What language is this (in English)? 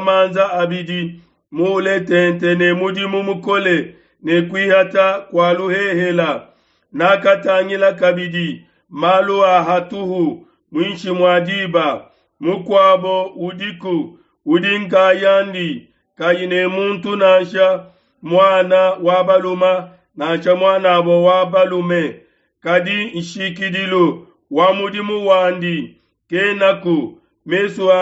Luba-Lulua